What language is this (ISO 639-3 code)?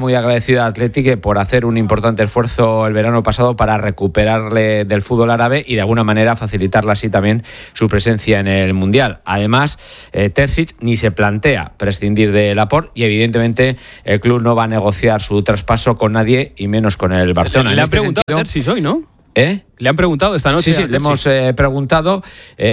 spa